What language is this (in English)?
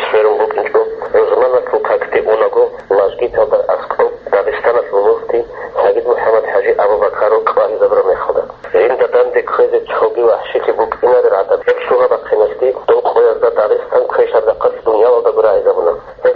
Avaric